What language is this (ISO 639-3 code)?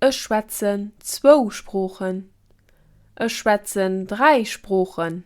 ltz